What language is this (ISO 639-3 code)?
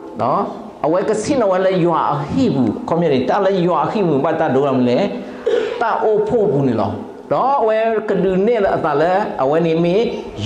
ksw